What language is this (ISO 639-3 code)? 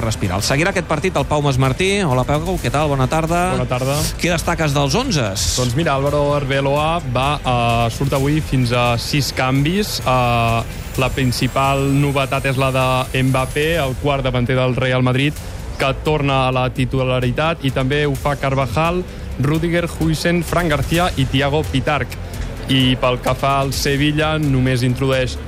cat